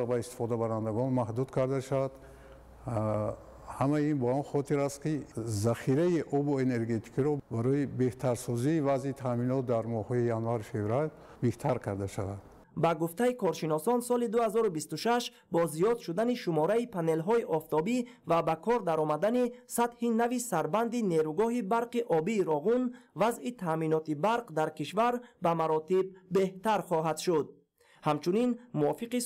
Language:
Tajik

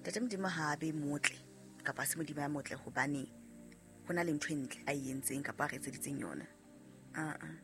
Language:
Southern Sotho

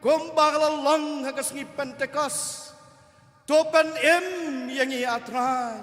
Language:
Khasi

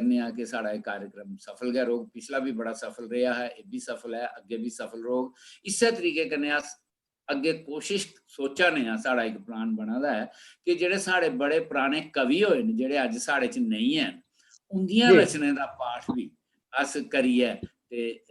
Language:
Dogri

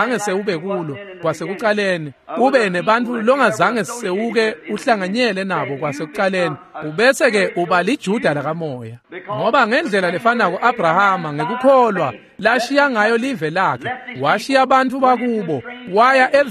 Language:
Swati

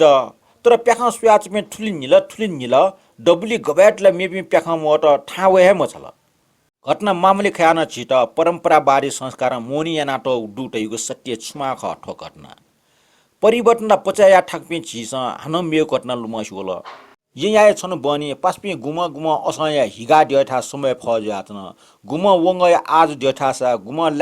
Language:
Newari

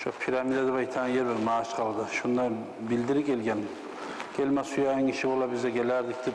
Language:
Kumyk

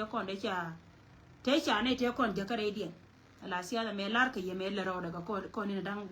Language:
Nuer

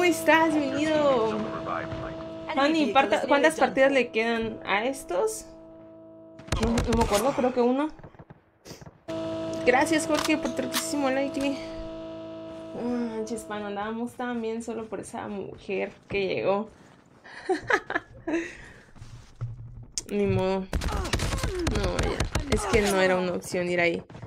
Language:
Spanish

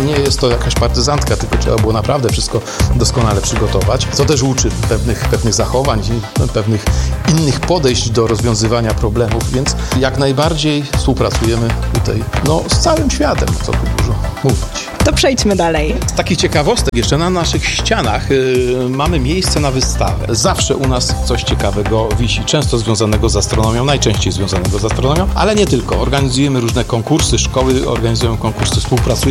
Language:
Polish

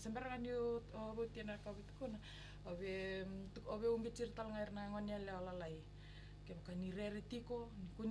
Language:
Fijian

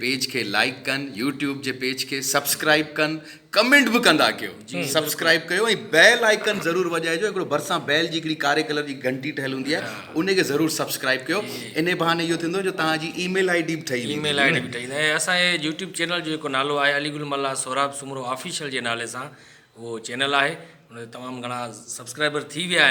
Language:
Sindhi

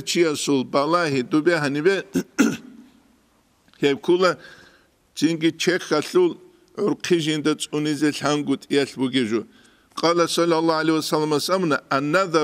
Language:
Avaric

